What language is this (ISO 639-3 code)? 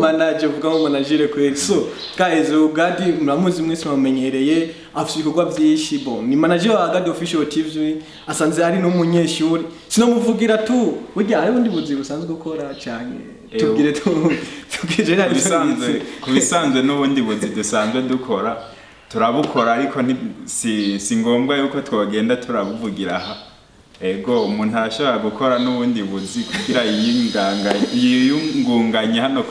run